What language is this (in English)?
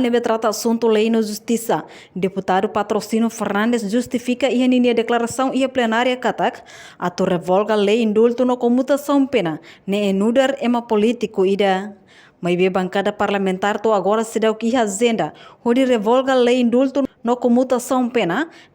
Tetum